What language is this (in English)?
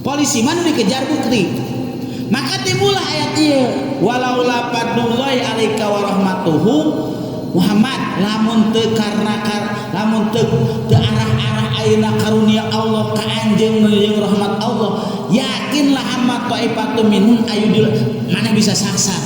Sundanese